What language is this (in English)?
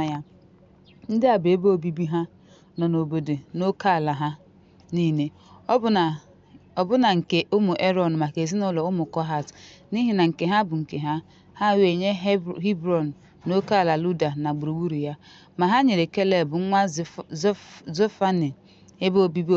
Igbo